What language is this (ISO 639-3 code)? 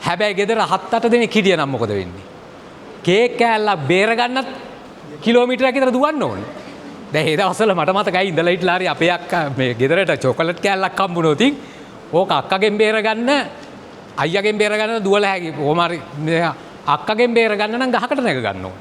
sin